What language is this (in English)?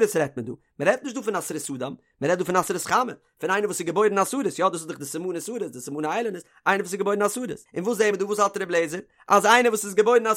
Yiddish